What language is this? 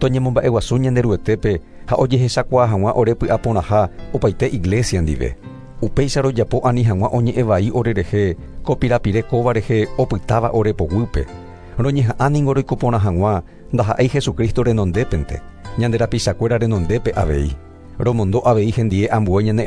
Guarani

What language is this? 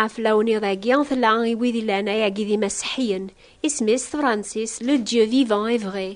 Kabyle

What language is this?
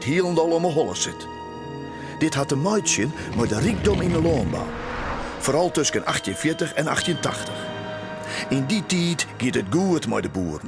Western Frisian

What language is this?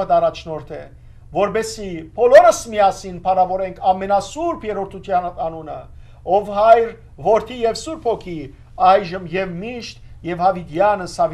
Western Armenian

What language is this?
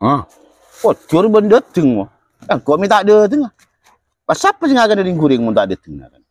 Madurese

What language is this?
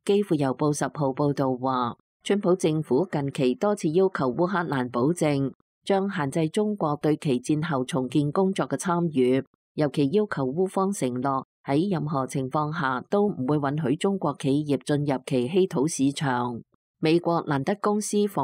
Cantonese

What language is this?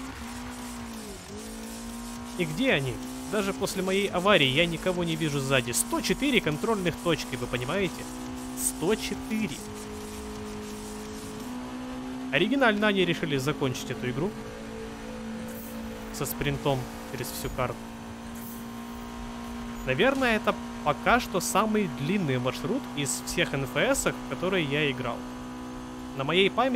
Russian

